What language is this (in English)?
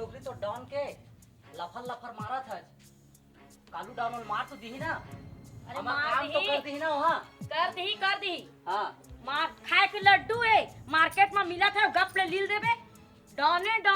Chhattisgarhi